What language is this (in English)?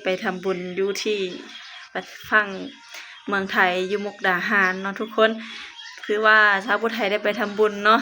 Lao